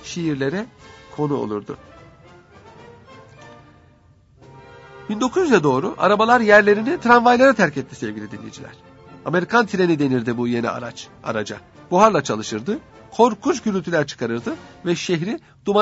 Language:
Turkish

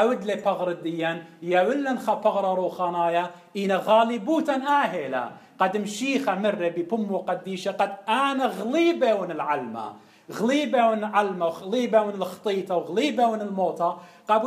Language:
Assyrian Neo-Aramaic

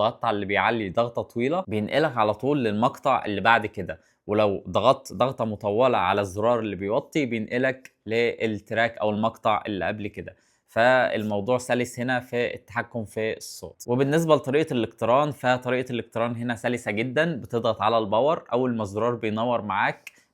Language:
Egyptian Arabic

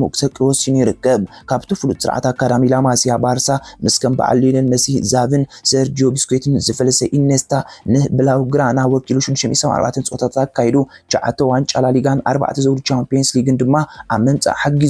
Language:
Tigrinya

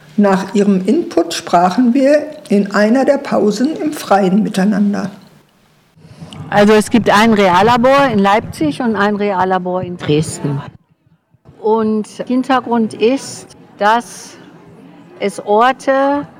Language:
German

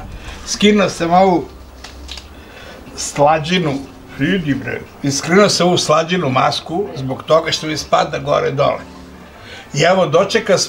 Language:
Serbian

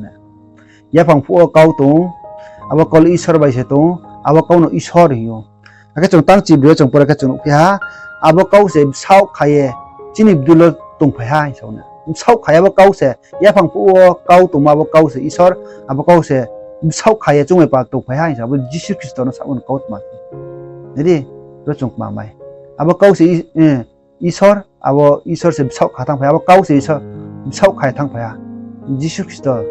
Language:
Riang (India)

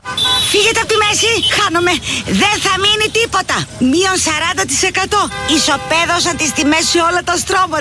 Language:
Greek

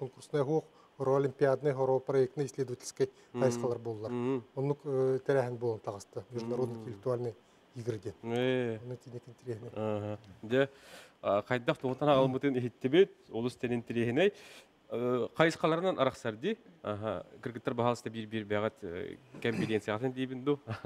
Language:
Yakut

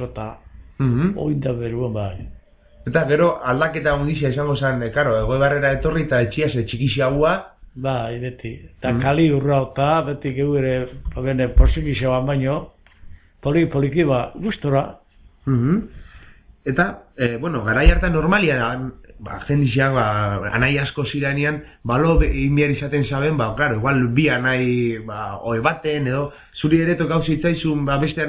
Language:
Basque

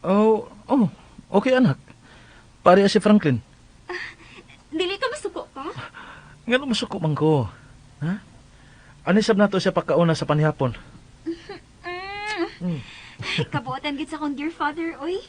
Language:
Cebuano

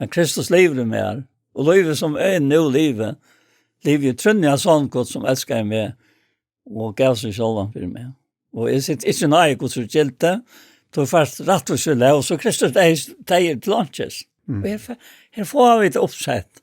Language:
Faroese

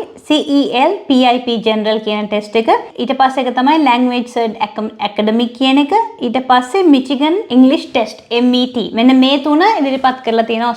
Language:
Sinhala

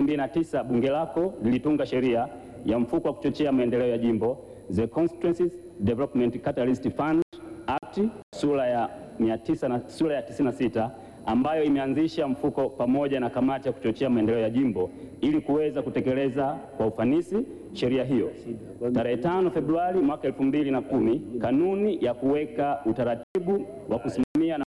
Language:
Swahili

